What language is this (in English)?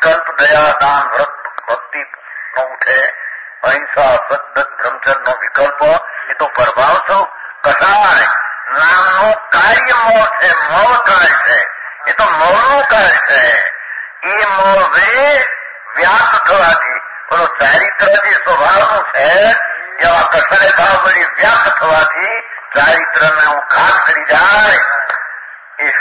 Gujarati